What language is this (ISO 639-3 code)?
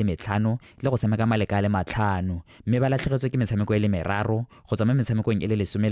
tsn